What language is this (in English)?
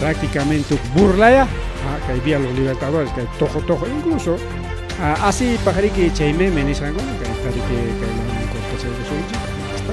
Ayacucho Quechua